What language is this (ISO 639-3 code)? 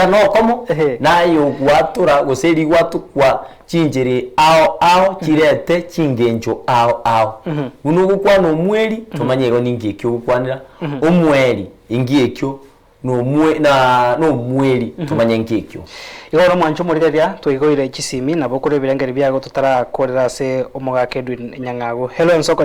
guz